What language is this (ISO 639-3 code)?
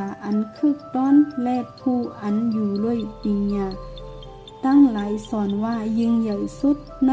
shn